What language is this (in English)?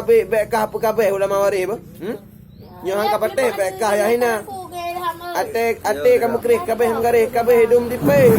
Achinese